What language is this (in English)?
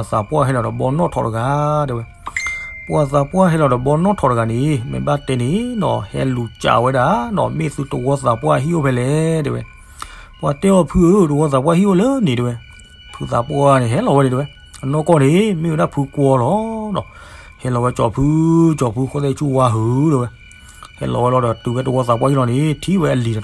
S'gaw Karen